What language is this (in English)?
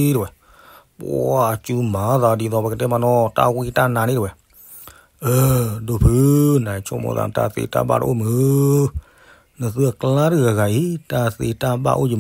S'gaw Karen